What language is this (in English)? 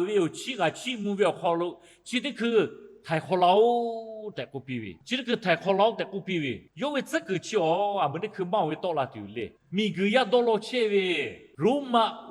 Lahu